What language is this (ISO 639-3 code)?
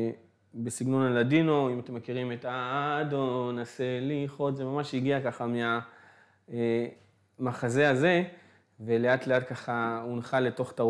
heb